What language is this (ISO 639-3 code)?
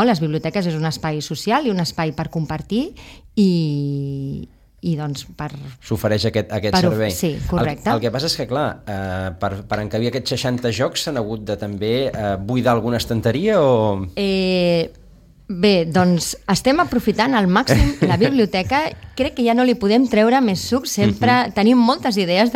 cat